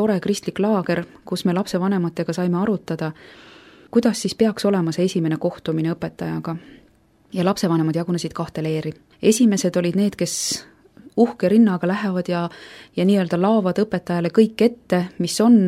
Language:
Estonian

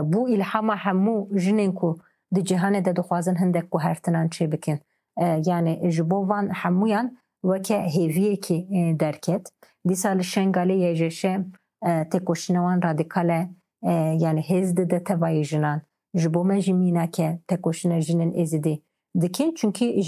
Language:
Kurdish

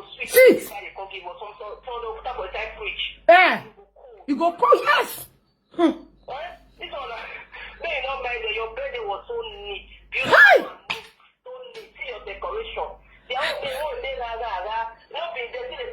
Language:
Nigerian Pidgin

